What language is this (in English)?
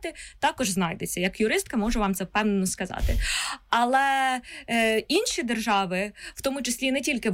Ukrainian